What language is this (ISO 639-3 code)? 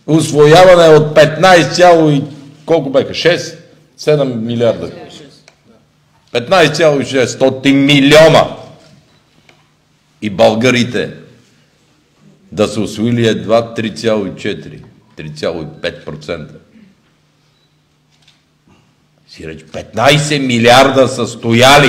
bul